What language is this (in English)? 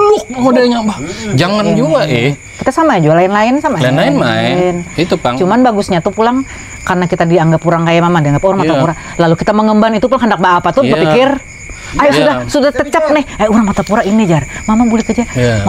Banjar